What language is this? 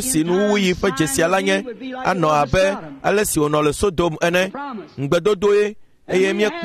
Ewe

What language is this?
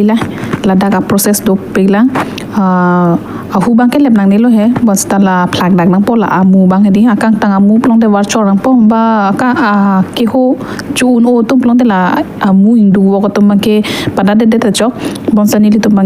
Karbi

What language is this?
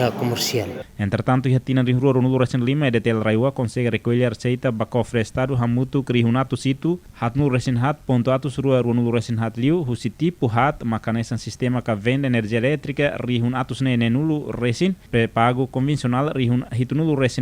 Tetum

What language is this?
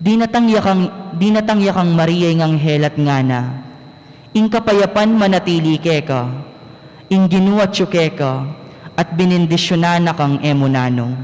Pampanga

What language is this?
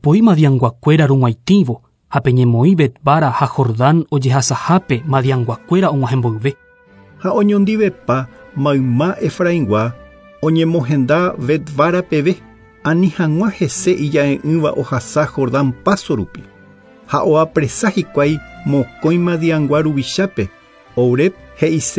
Guarani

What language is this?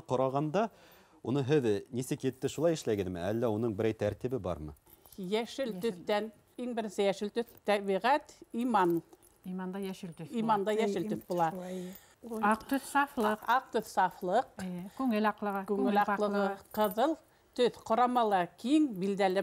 Bashkir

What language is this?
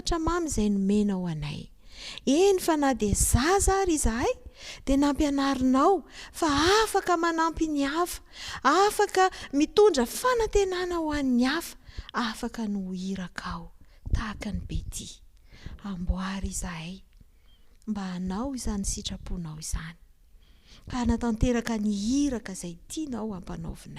Malagasy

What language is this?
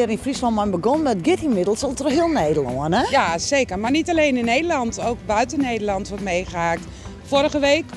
Western Frisian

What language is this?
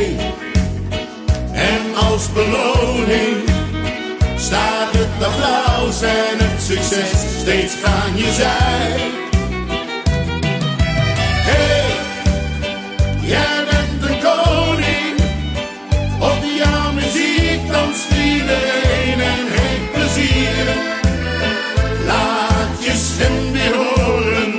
Dutch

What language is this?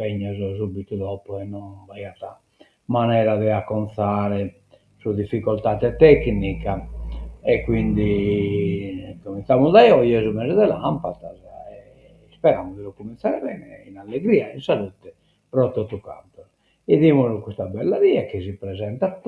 Sardinian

